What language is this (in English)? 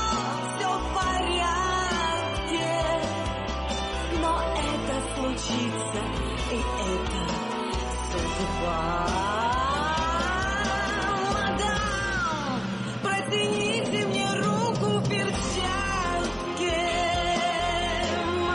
Russian